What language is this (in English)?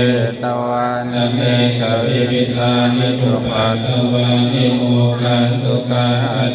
Pali